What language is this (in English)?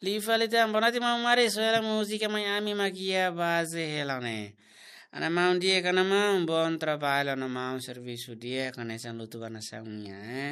Tetum